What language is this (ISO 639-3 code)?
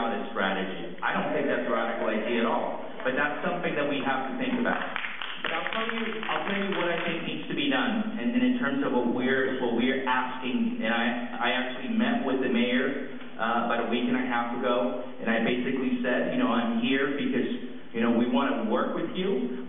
eng